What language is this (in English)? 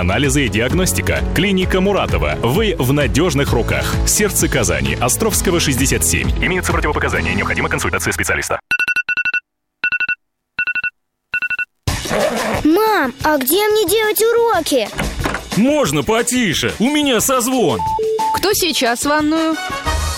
Russian